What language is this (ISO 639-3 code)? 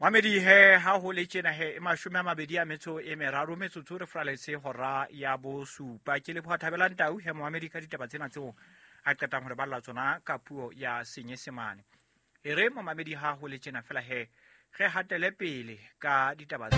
sot